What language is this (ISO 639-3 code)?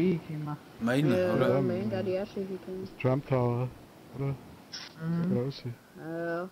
bar